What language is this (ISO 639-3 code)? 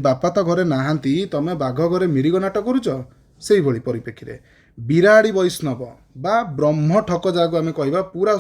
ori